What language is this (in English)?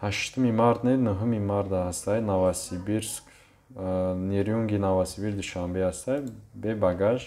Tajik